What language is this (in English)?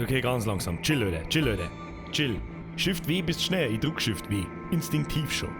Bavarian